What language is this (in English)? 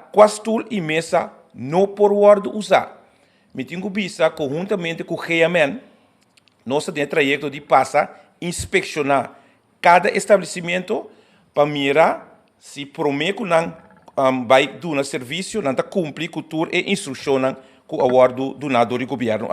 Papiamento